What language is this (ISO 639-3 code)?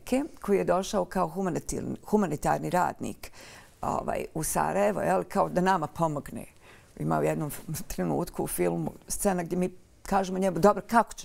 bos